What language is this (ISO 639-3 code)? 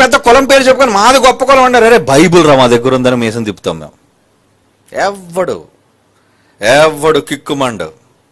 tel